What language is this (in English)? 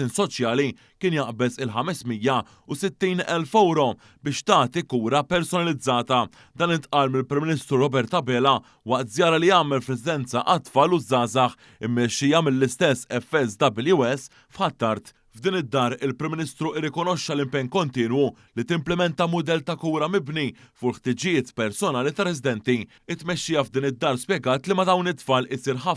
Maltese